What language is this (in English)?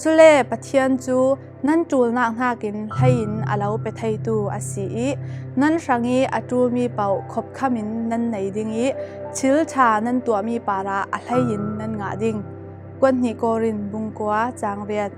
Falam Chin